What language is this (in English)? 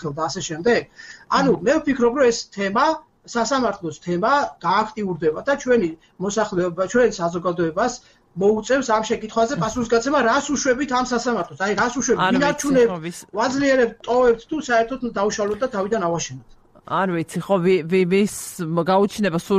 Georgian